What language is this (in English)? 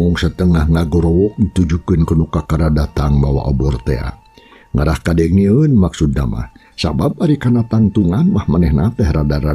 Sundanese